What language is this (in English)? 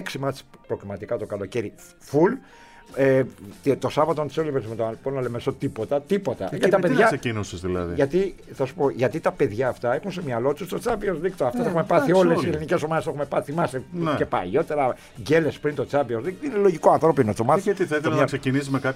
Greek